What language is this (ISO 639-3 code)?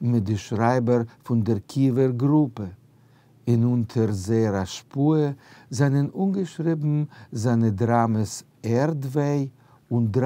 yid